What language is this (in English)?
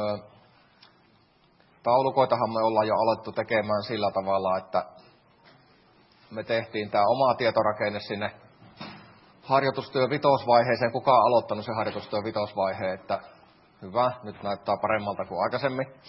Finnish